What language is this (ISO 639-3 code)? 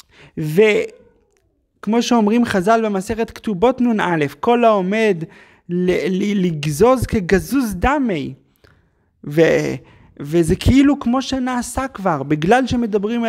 heb